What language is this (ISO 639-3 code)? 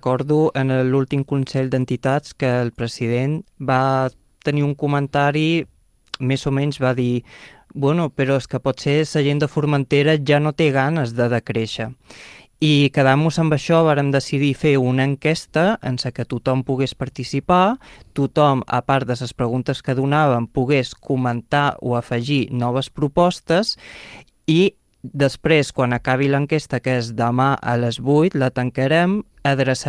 cat